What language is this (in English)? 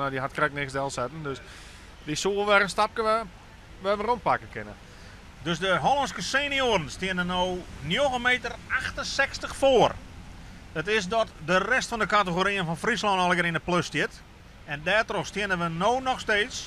Western Frisian